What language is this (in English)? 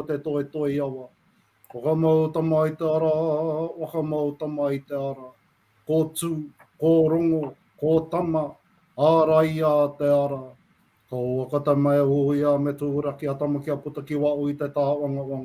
Māori